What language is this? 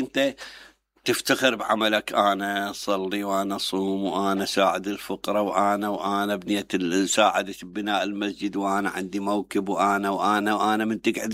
Mesopotamian Arabic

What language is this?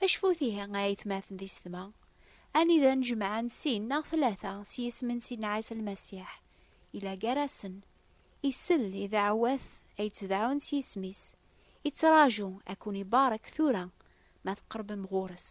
Kabyle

